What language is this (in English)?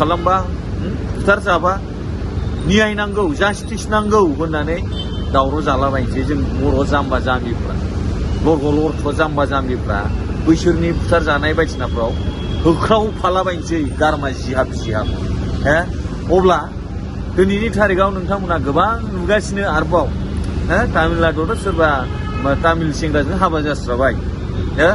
Bodo